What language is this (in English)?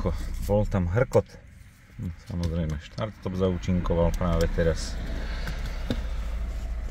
Slovak